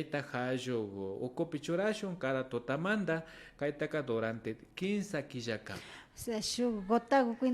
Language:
Imbabura Highland Quichua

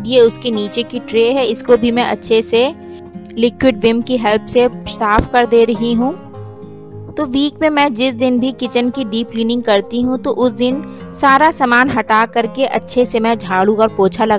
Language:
Hindi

